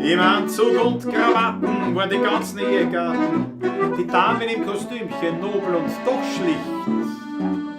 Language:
Bavarian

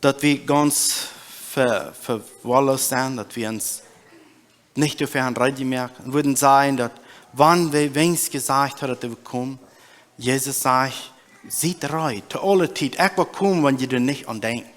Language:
Plautdietsch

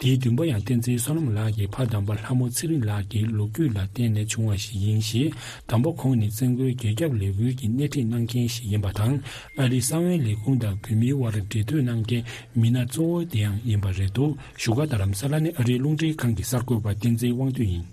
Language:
Tibetan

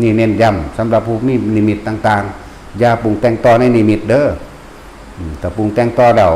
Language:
Northeastern Thai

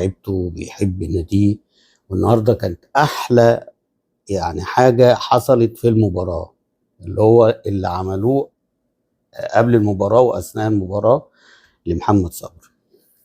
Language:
Egyptian Arabic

